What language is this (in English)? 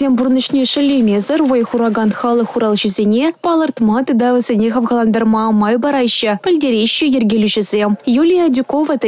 Chuvash